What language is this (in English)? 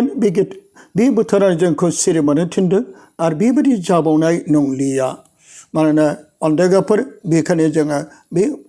Bodo